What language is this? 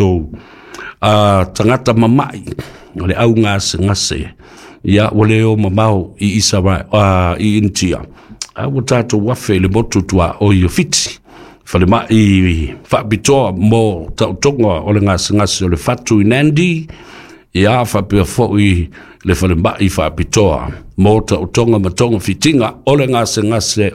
Samoan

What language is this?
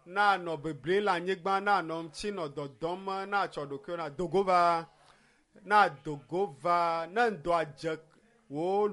Ewe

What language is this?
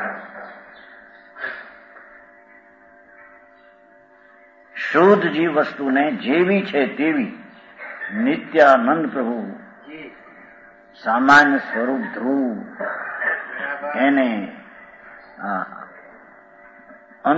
Gujarati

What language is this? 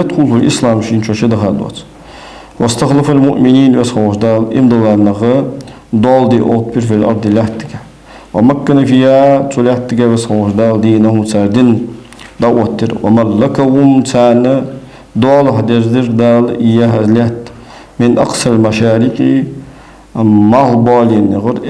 Ingush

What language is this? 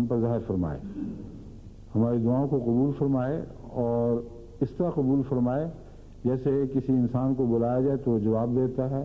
Urdu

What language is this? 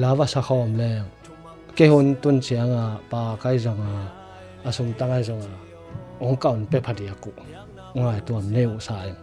Tedim Chin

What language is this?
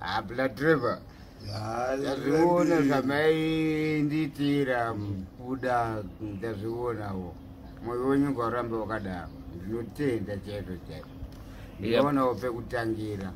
Shona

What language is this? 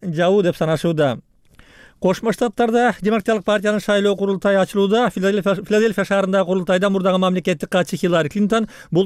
Kyrgyz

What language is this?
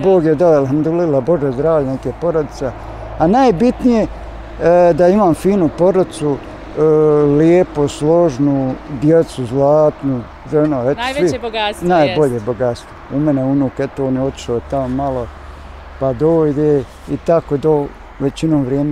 Bosnian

